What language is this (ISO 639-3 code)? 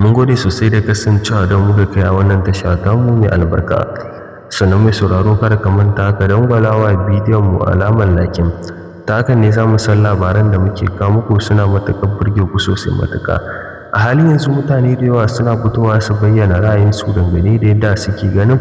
hau